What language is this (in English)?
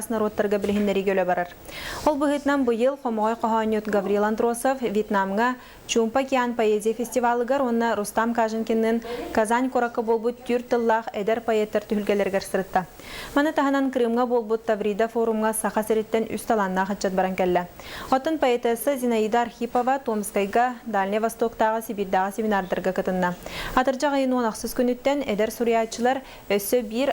Yakut